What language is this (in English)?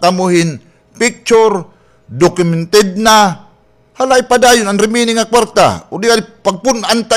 Waray